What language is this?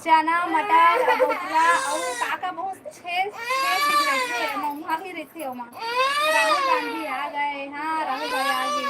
Chhattisgarhi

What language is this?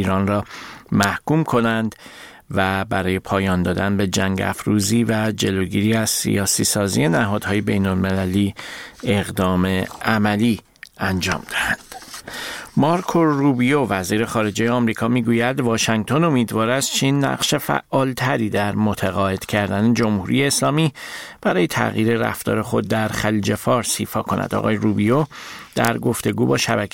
Persian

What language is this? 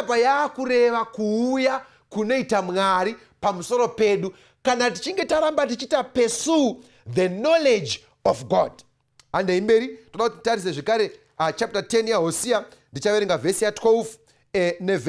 Shona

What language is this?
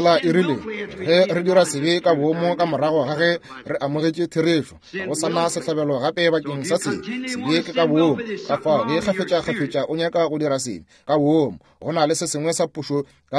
Northern Sotho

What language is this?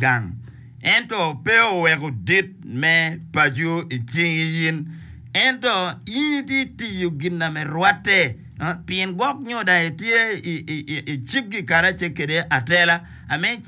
Acoli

